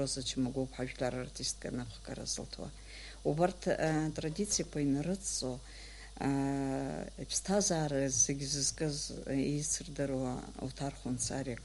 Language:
Abkhazian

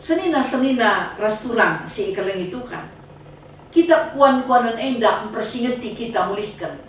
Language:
Batak Karo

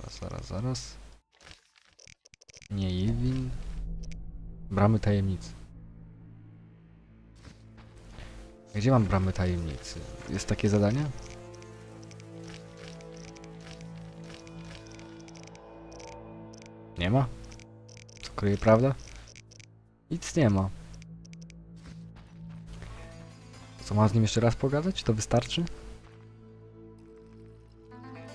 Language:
Polish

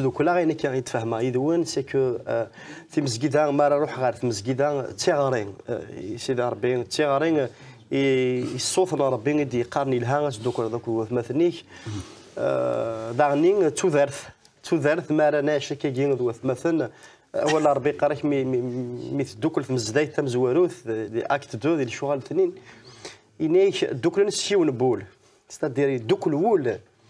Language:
Kabyle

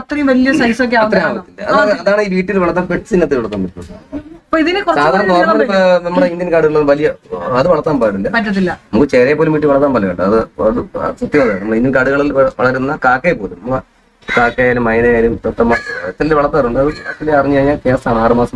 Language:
Malayalam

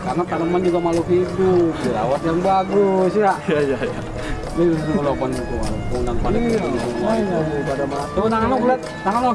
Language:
Betawi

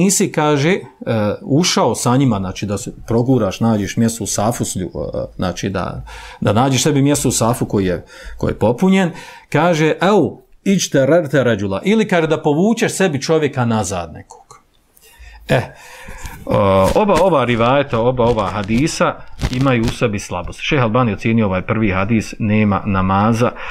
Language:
Bosnian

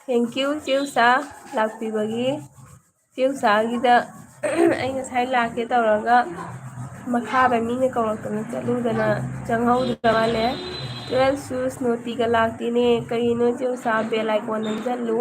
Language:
Manipuri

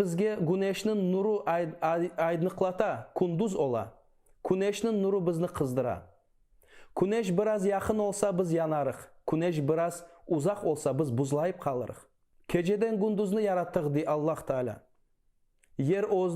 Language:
Crimean Tatar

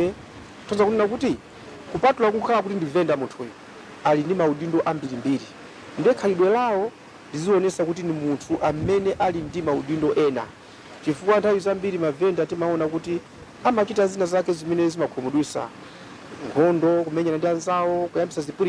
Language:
Nyanja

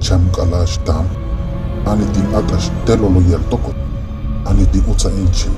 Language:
Huastec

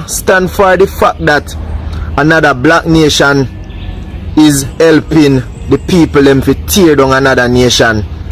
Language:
Jamaican Creole English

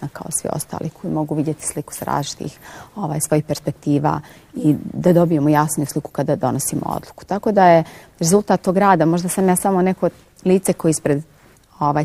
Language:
Bosnian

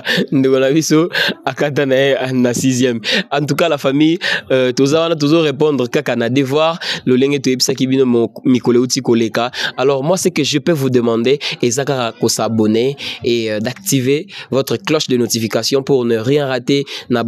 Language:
Lingala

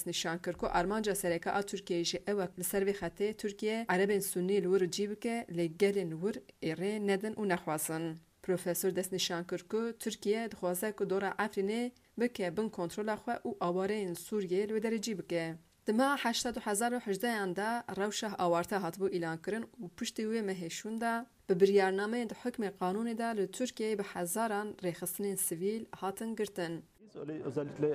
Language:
Kurdish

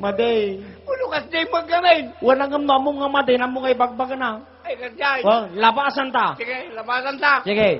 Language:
Iloko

